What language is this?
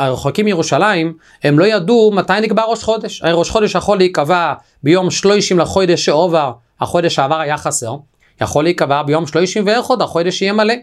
Hebrew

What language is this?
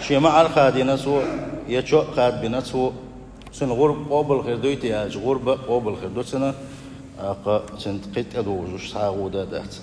Chechen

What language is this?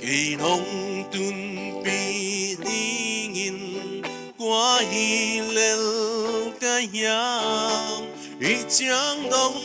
Paite Chin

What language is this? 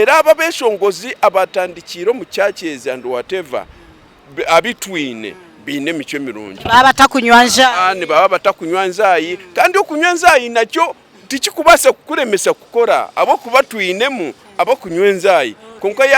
Nyankole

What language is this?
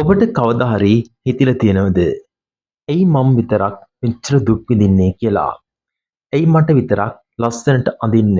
Sinhala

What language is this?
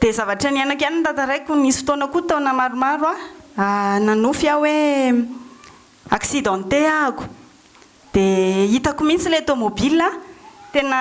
Malagasy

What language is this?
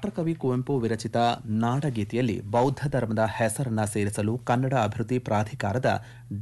Kannada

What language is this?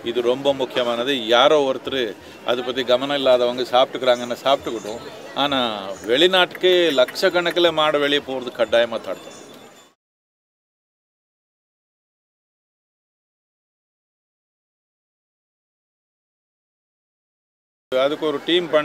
Tamil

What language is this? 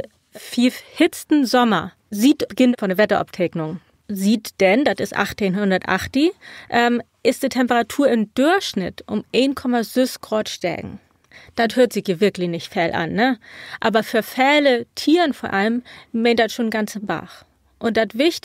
Low German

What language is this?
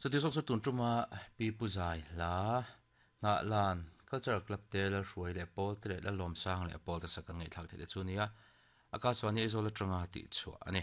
Mizo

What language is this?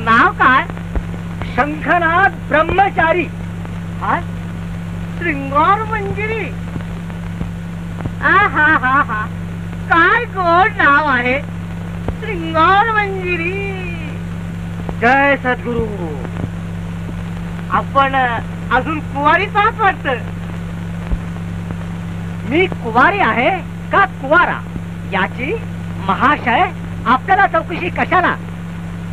Marathi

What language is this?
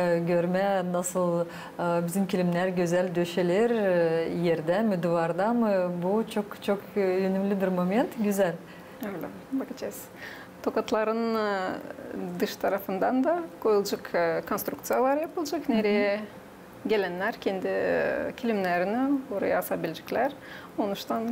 Gagauz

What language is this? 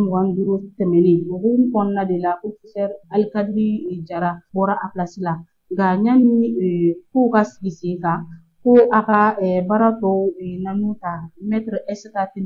Bambara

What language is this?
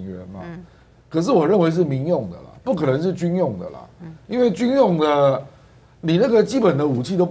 Chinese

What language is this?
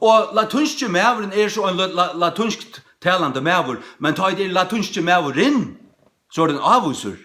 Faroese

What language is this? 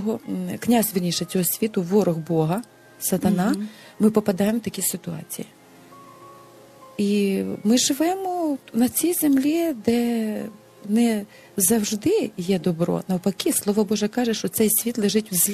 Ukrainian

